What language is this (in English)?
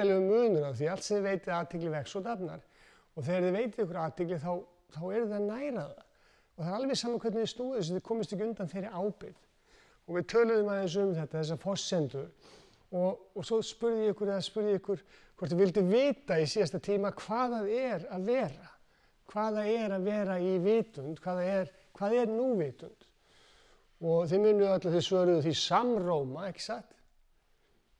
Icelandic